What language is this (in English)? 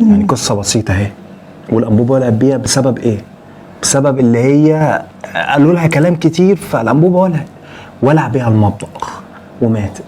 Egyptian Arabic